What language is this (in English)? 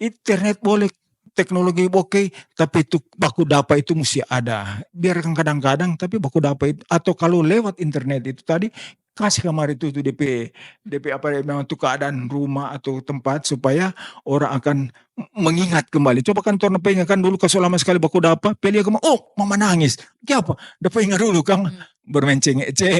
Manado Malay